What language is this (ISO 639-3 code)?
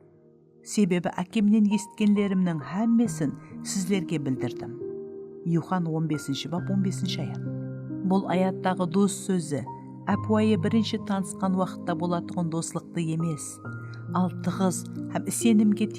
kaa